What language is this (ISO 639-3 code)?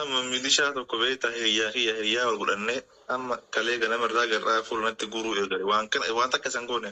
orm